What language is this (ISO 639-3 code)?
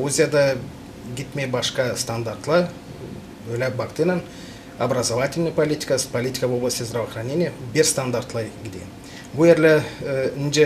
gag